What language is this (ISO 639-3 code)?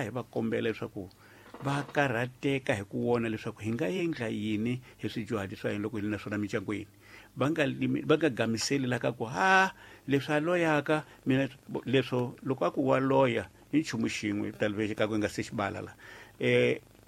tso